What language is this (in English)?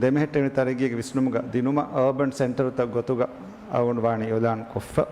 Divehi